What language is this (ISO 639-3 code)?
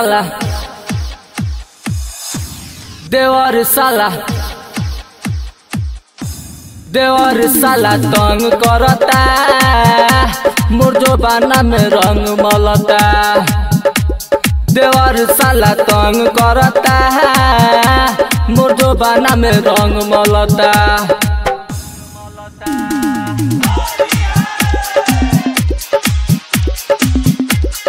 bho